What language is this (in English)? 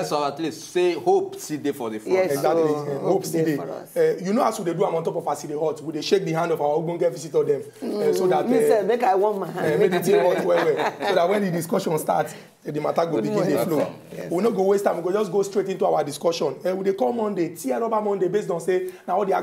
Nigerian Pidgin